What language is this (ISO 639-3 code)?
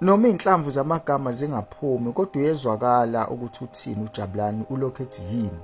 zul